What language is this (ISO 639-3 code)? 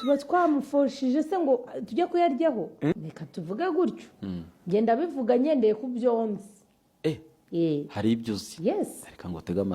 kin